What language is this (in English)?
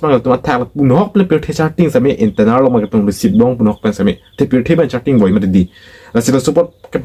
Karbi